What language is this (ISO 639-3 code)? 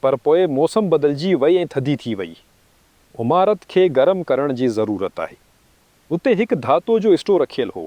snd